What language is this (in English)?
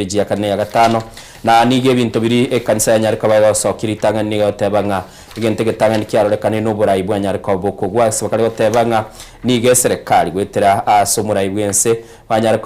Gusii